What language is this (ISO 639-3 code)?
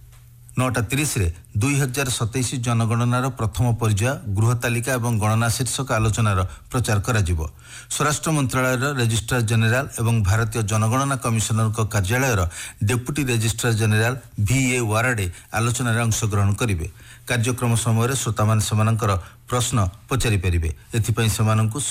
ori